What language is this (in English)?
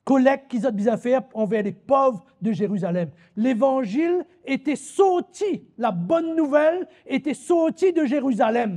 Morisyen